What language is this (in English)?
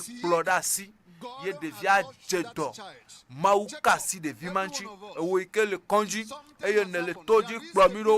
Ewe